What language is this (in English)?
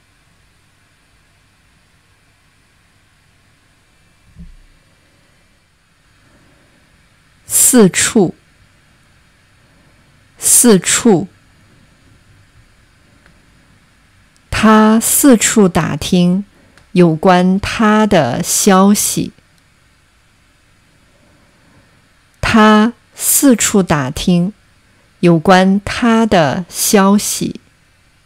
Chinese